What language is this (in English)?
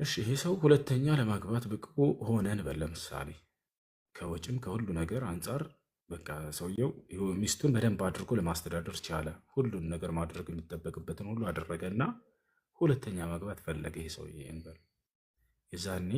Amharic